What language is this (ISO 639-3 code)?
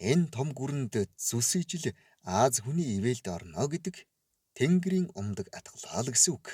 mon